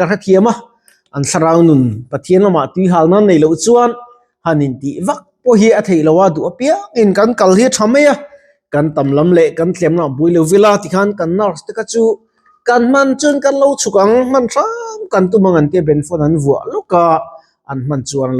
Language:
Mizo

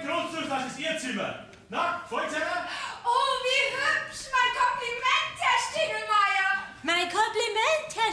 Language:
Bavarian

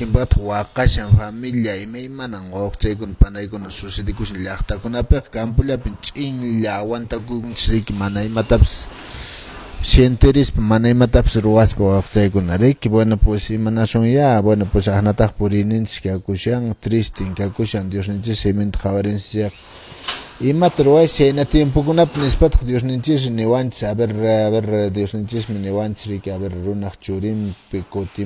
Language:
Quechua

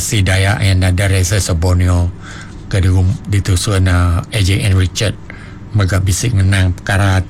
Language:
Iban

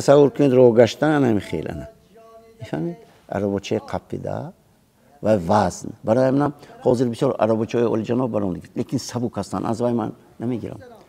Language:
Tajik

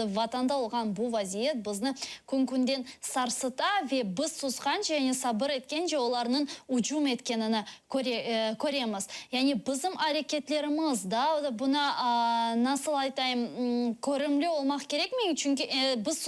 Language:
Crimean Tatar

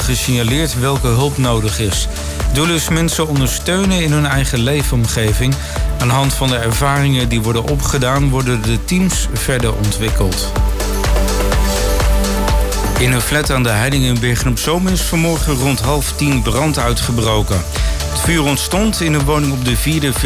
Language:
Dutch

